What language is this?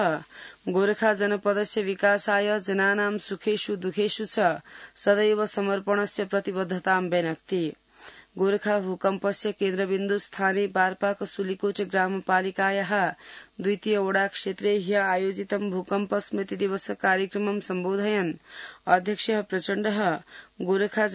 Sanskrit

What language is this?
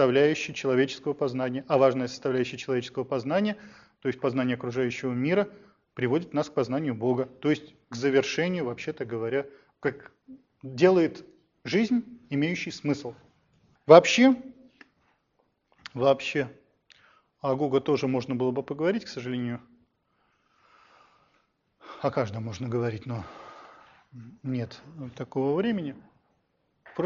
Russian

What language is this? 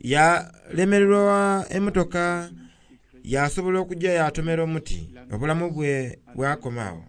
Soga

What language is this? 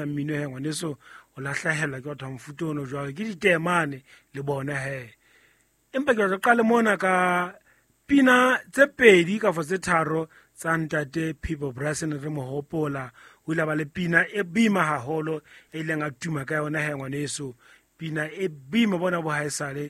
Southern Sotho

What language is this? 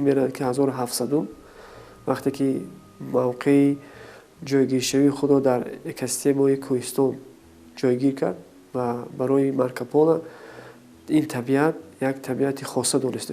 Tajik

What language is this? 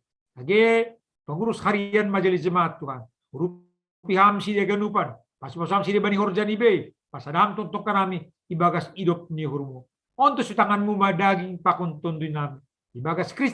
Batak Simalungun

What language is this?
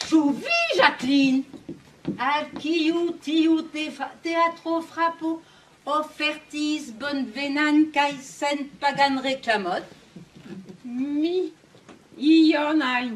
Esperanto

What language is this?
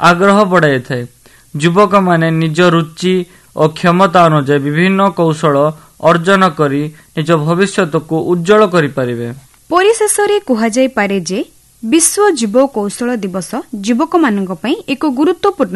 Odia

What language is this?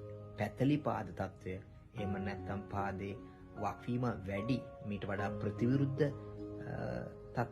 Sinhala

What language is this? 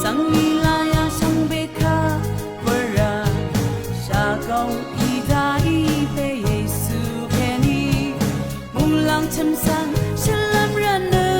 Rawang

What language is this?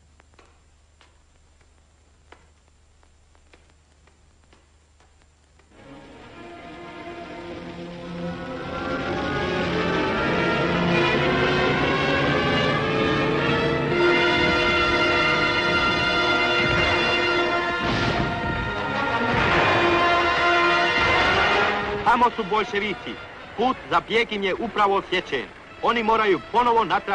Croatian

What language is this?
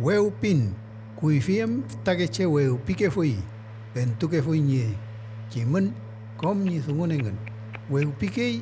Mapuche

